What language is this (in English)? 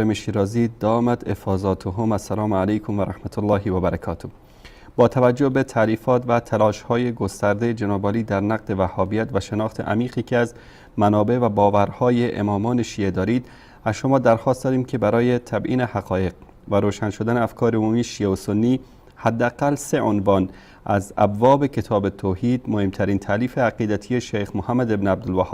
Persian